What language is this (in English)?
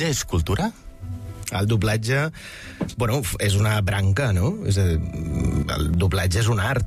Catalan